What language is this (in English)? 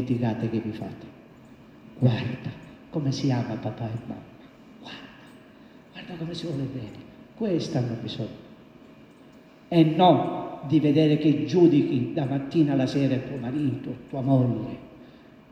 Italian